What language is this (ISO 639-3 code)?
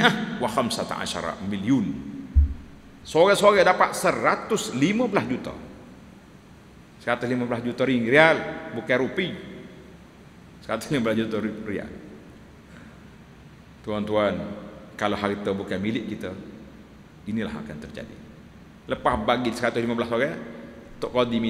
msa